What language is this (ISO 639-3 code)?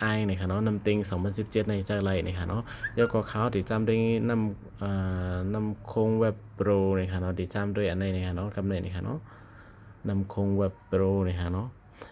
shn